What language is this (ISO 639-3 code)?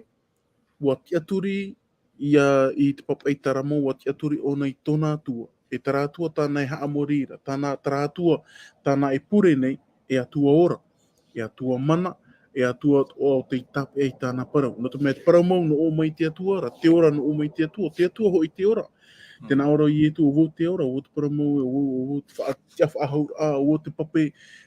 tah